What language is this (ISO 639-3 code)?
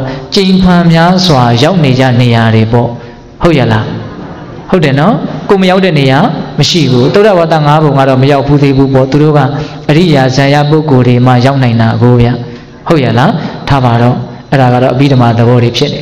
mya